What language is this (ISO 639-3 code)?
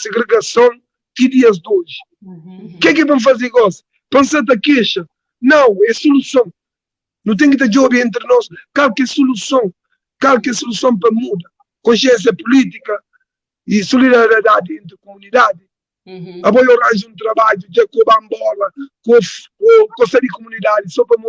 kea